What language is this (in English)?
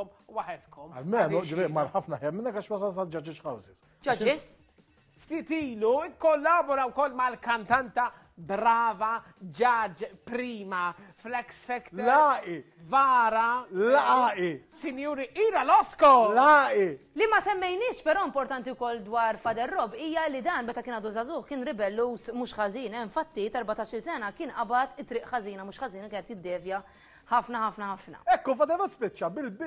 Maltese